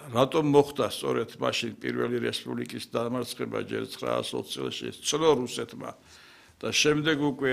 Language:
Georgian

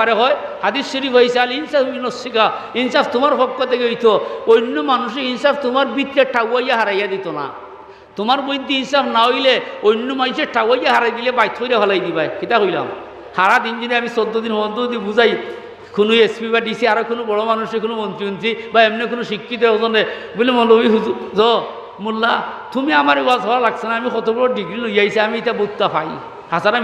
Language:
Sylheti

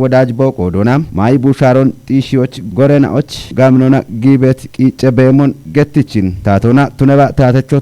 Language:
Kafa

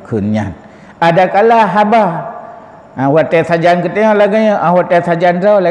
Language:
Achinese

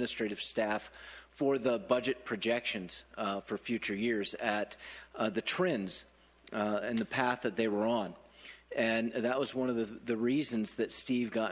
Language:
English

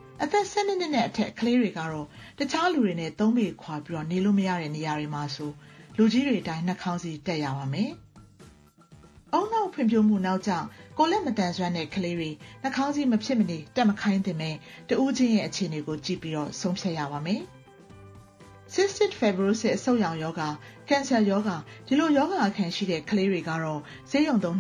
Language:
Burmese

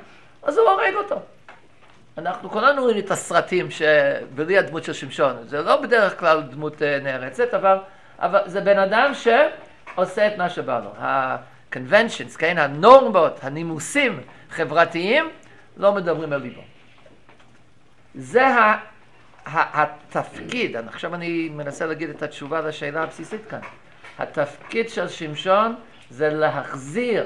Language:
Hebrew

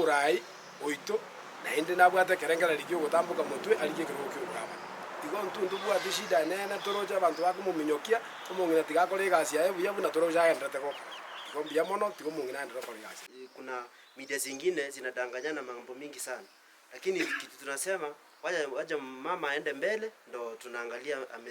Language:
Gusii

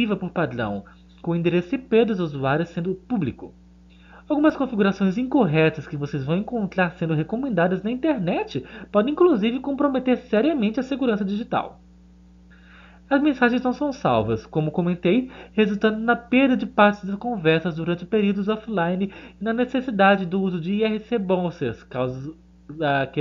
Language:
Portuguese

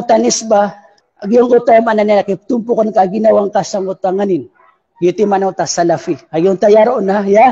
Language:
Maranao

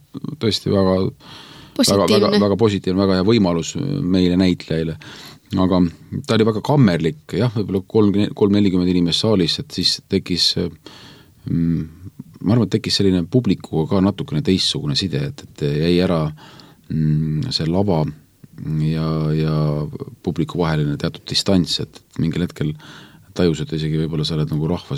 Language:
Estonian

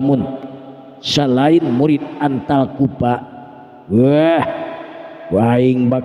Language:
Sundanese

